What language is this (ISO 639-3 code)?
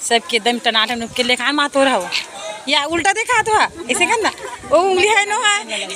hne